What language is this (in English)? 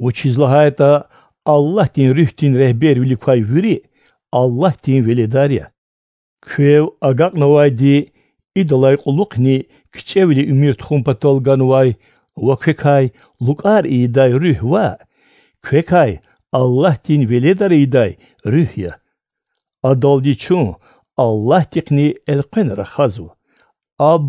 Lezghian